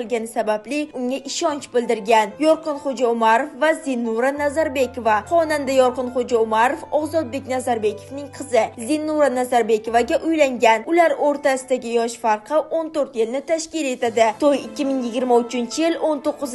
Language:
Uzbek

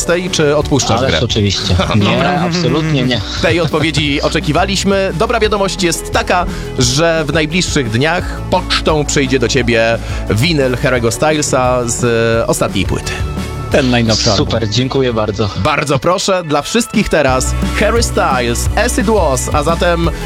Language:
Polish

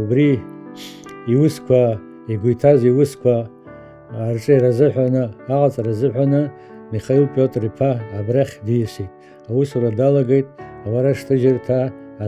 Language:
Abkhazian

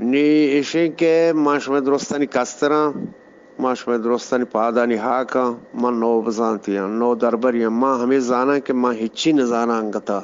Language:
Eastern Balochi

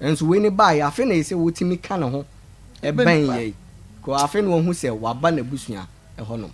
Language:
Akan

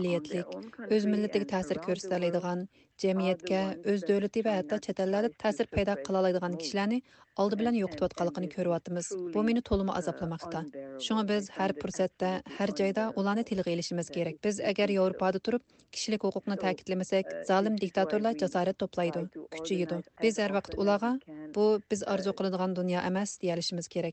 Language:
Uyghur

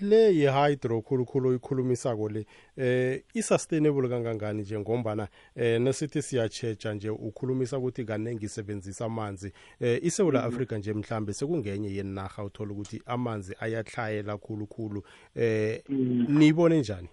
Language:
South Ndebele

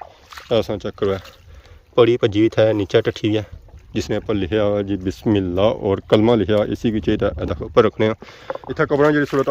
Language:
Pahari-Potwari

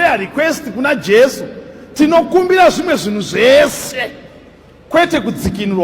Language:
Shona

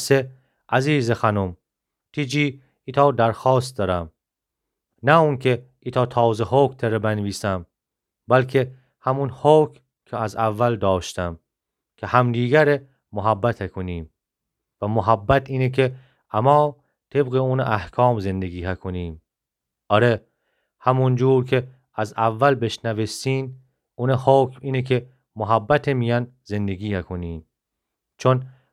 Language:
Gilaki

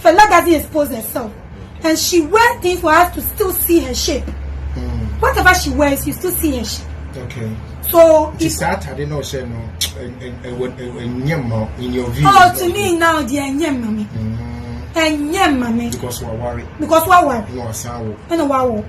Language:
Nigerian Pidgin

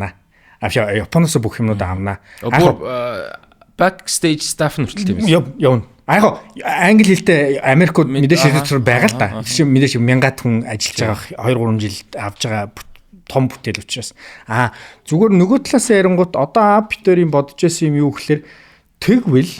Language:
Mongolian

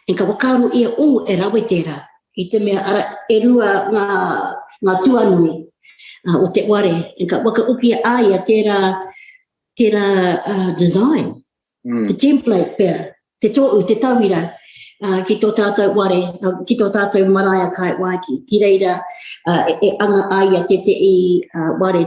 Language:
Māori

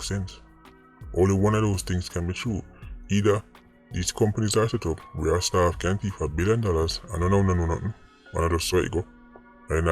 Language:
Jamaican Creole English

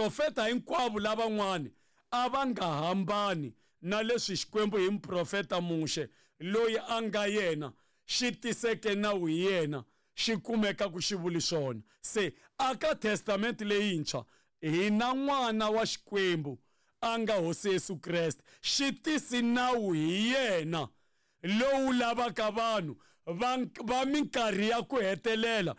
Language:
Tsonga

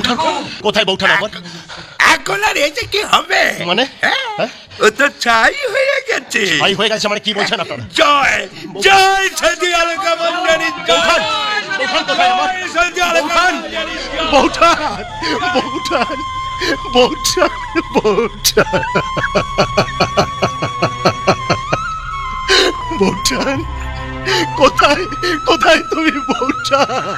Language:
Bangla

